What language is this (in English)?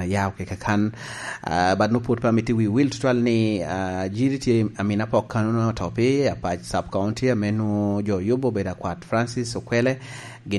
Lango (Uganda)